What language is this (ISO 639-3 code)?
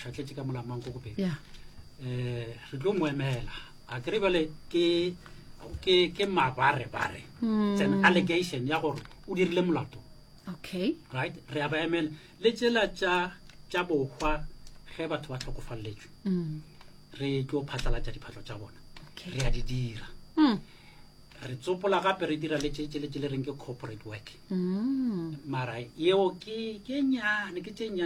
nso